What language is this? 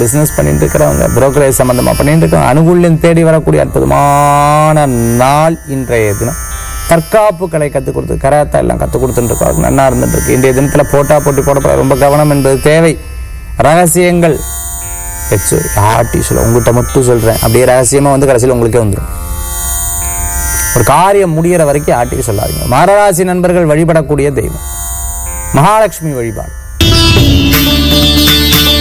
Tamil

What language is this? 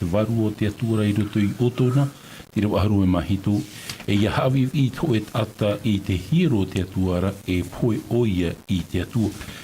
Tahitian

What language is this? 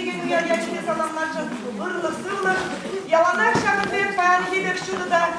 Chuvash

